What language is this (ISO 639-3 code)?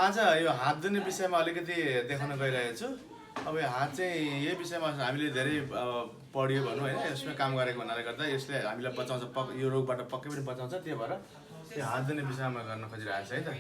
nep